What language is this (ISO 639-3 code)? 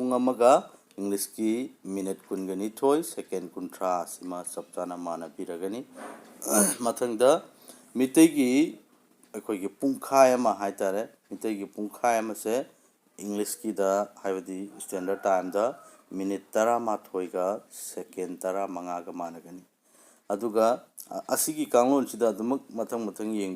mni